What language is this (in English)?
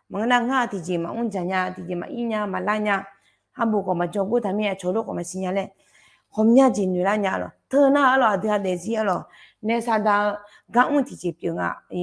Akha